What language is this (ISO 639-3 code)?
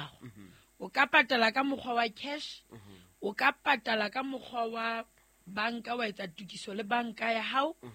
sot